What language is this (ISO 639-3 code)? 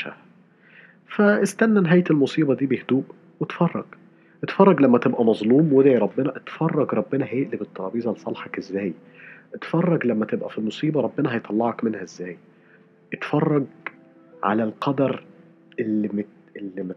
arz